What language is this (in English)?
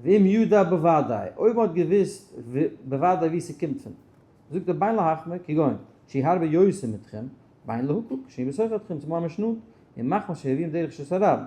Yiddish